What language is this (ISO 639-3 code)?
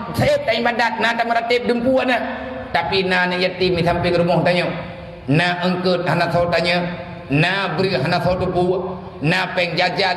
ace